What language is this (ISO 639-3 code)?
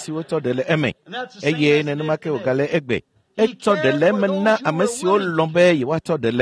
ewe